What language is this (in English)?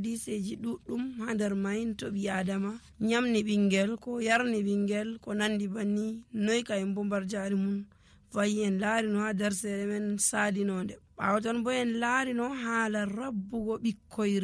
Nigerian Fulfulde